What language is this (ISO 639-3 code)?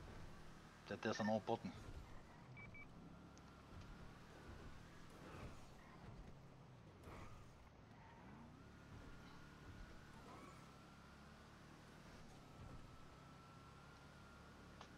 bul